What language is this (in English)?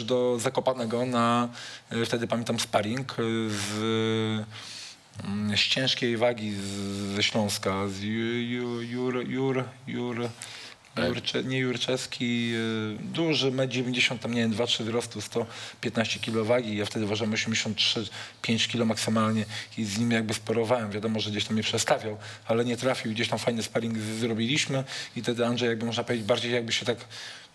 Polish